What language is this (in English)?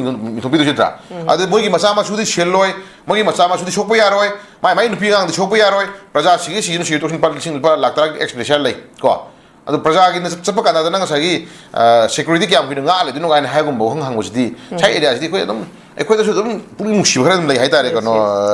Manipuri